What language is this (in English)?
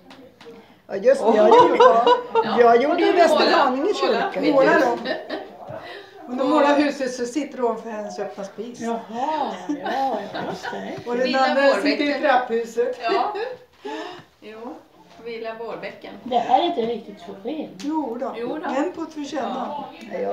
Swedish